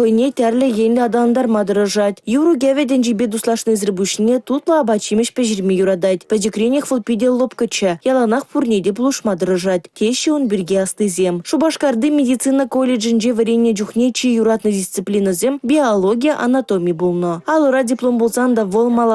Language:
Chuvash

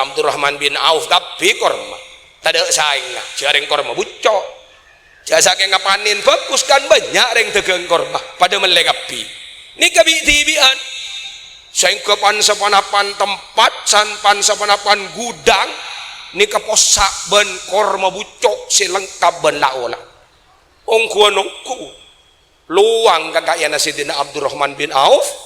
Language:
Madurese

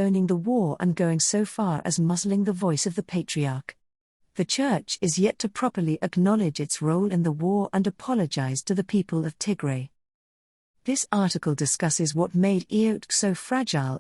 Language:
English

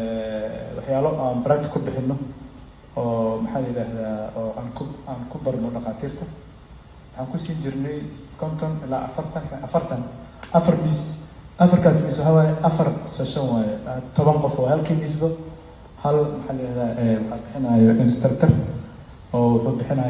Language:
Somali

